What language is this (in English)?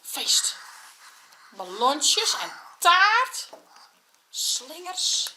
Western Frisian